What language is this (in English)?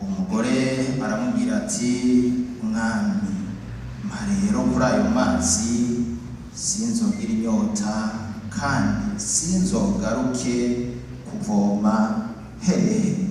Rundi